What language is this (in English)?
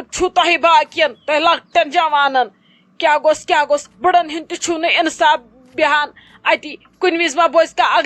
Kashmiri